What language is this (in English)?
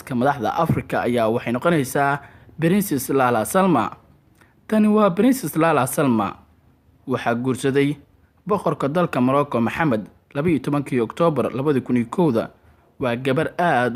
Somali